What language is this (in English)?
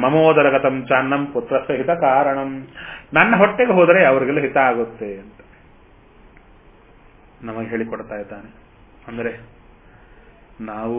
Kannada